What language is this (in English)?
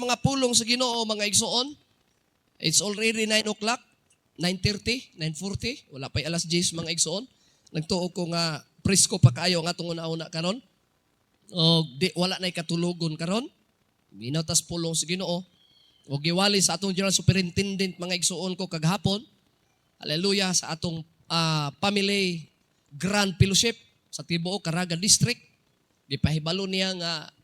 Cebuano